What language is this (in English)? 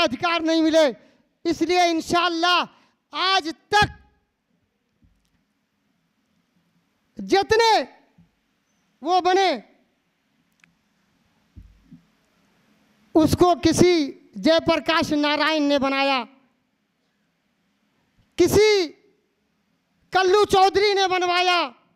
Hindi